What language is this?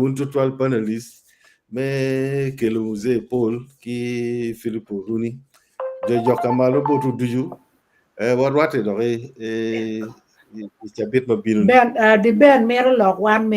Acoli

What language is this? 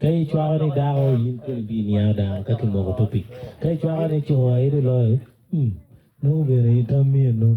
Acoli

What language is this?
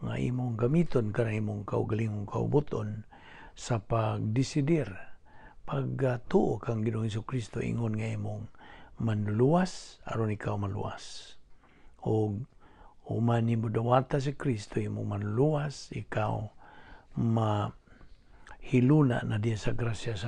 Cebuano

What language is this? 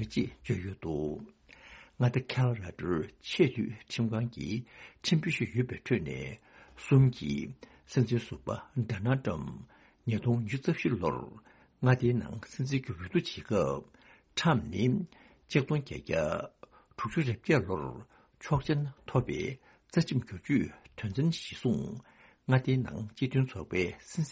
Tibetan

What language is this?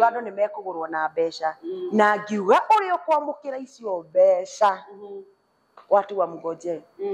Kikuyu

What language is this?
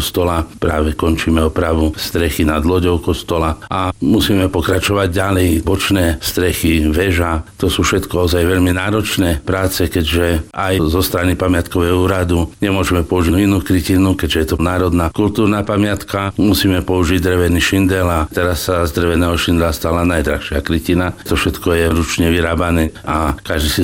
Slovak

